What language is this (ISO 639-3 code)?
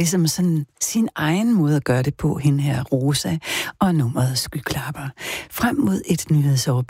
dan